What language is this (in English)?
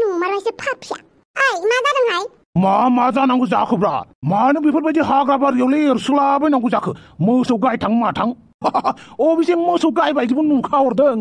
Bodo